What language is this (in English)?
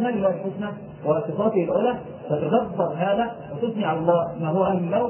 Arabic